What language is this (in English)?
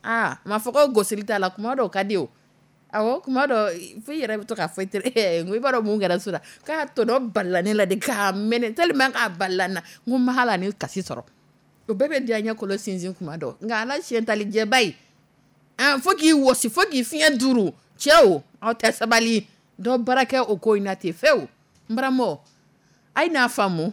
Dyula